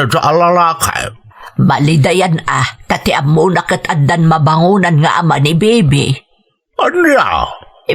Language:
Iloko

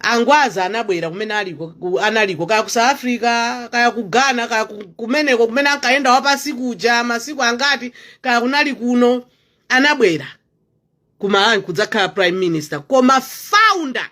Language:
Nyanja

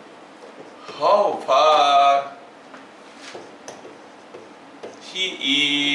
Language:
Hindi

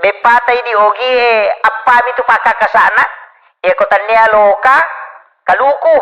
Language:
Buginese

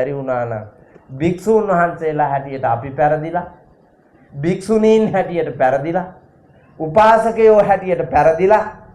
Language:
Sinhala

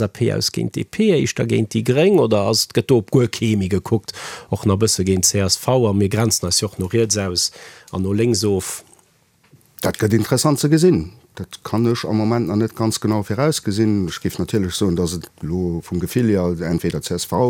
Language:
Luxembourgish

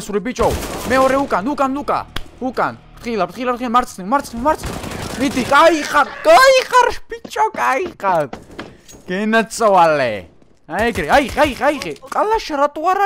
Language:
Georgian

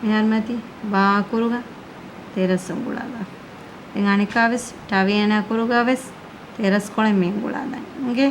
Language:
Divehi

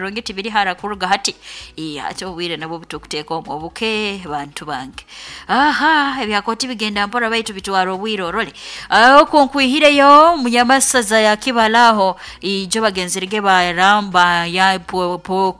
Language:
Nyoro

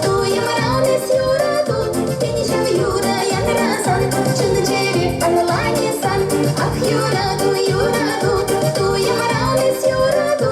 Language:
Chuvash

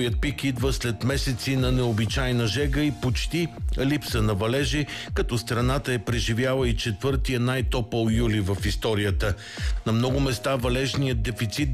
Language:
Bulgarian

